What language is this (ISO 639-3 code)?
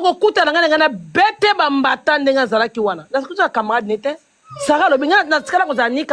lin